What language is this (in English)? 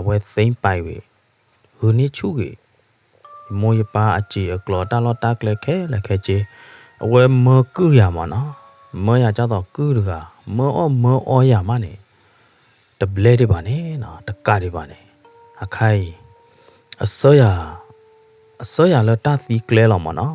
S'gaw Karen